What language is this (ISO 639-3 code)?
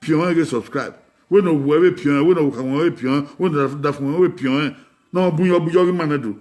bin